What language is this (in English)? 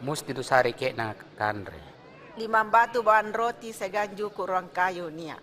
Makasar